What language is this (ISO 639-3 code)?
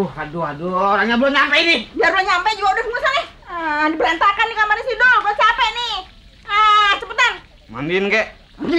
bew